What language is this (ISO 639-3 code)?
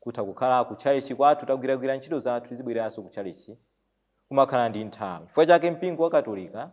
nya